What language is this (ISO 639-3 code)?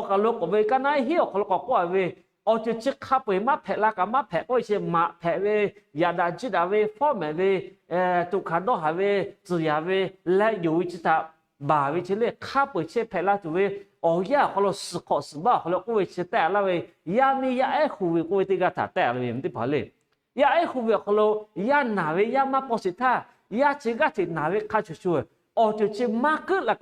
lhu